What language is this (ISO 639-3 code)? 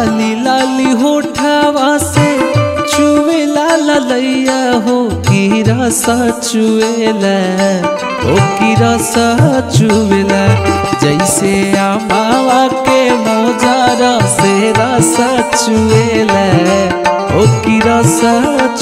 bho